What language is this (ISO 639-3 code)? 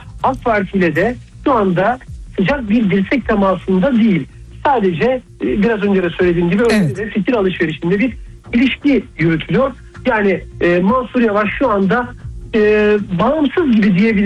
tur